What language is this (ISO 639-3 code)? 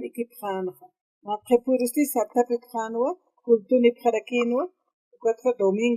aym